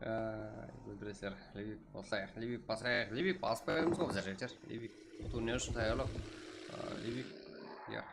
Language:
Kara-Kalpak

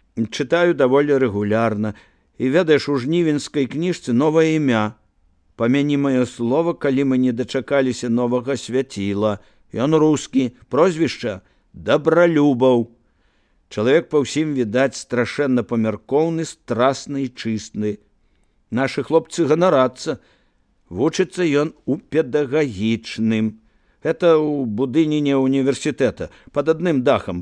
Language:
Belarusian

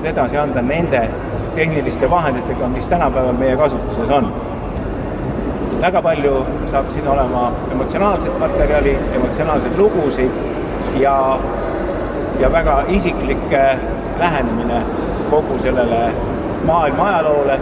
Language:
Estonian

